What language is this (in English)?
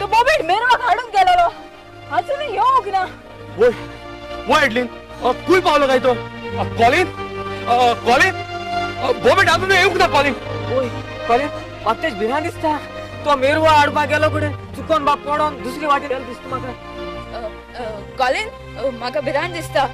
Konkani